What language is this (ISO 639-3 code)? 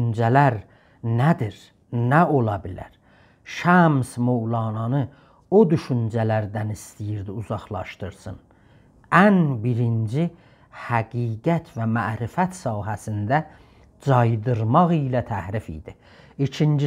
azb